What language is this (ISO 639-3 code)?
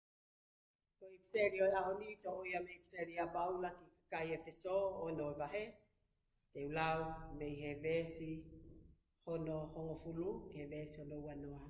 ton